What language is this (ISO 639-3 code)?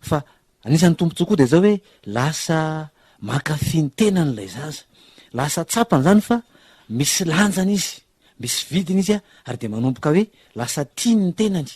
mlg